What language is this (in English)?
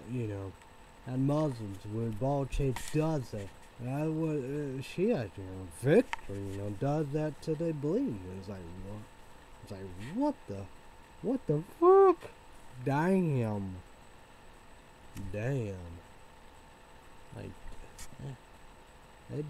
English